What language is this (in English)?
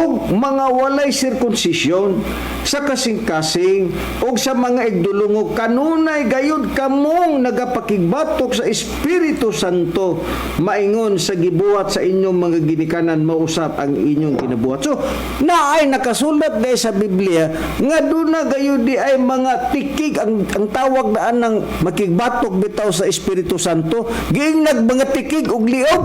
Cebuano